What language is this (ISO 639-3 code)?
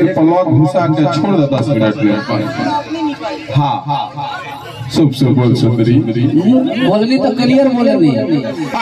bho